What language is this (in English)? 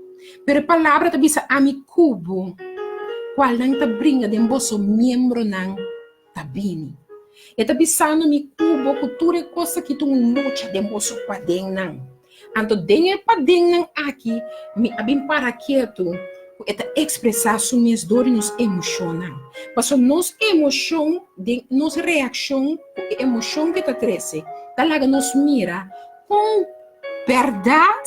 Papiamento